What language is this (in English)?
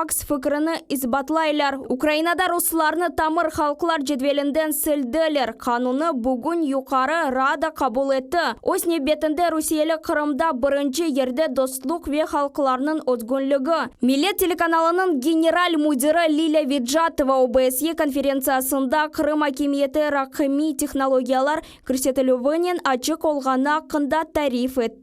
Crimean Tatar